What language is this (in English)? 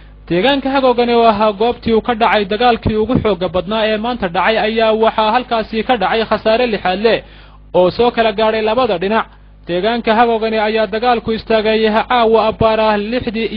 Somali